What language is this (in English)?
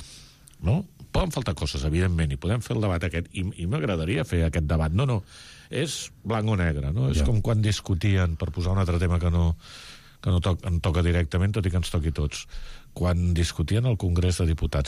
Catalan